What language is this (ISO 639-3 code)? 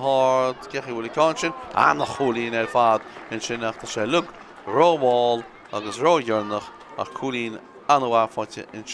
gle